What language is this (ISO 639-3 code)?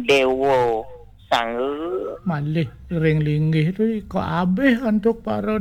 ban